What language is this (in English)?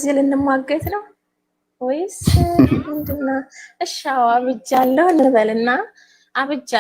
Amharic